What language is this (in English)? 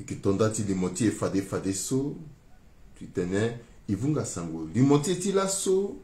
Sango